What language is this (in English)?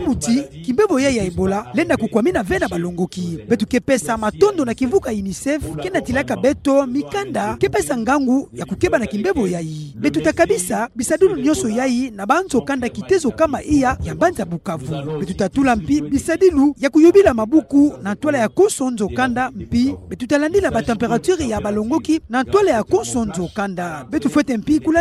Kituba (Democratic Republic of Congo)